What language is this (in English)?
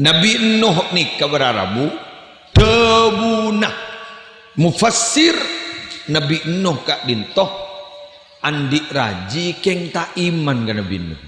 Madurese